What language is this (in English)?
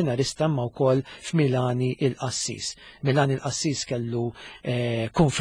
Maltese